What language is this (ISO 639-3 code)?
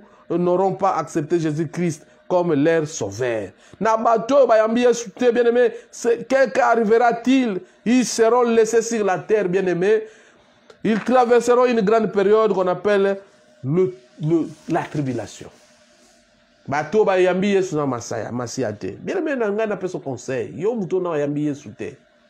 fra